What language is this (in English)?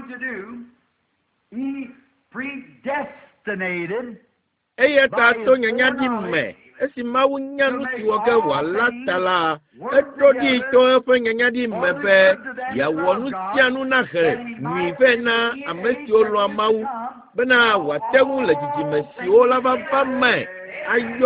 Ewe